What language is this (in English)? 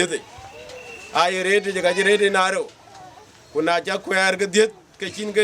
Dinka